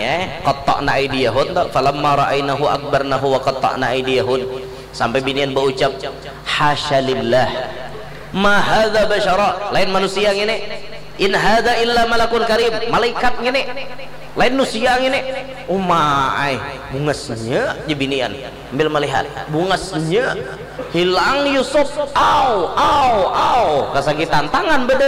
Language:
Banjar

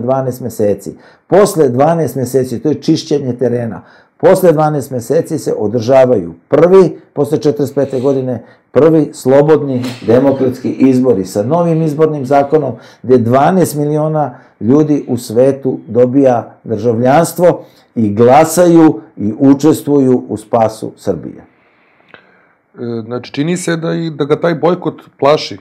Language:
Serbian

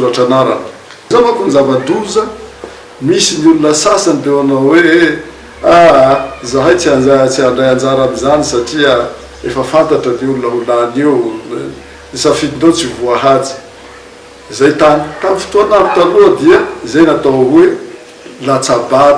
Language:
Malagasy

